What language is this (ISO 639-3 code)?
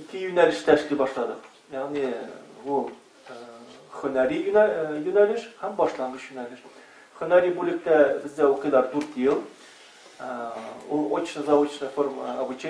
tat